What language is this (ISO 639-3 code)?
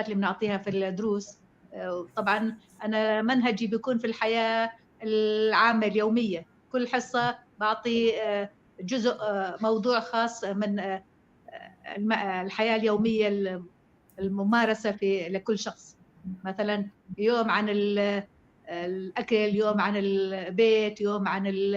apc